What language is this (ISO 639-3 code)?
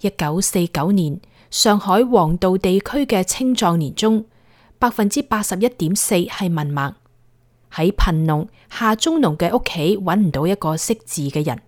yue